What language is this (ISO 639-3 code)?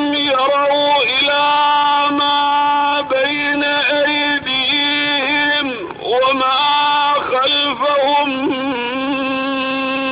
ara